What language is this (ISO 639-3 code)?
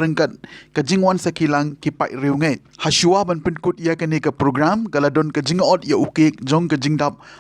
kha